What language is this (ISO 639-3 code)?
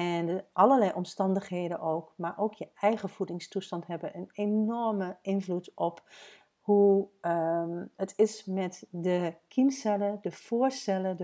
nld